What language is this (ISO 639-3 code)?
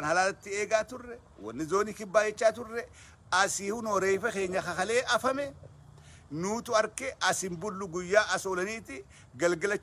orm